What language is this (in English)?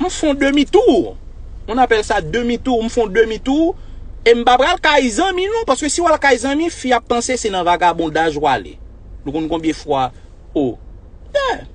Haitian Creole